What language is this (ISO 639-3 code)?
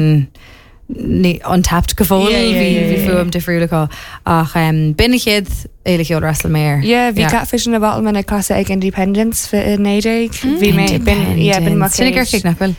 gle